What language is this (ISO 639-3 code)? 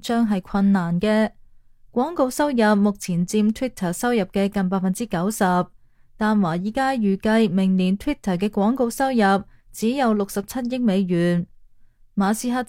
yue